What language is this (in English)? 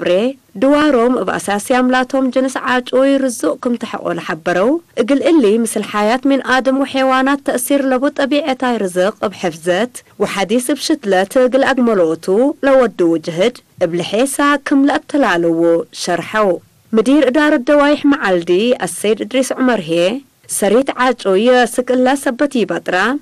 Tigre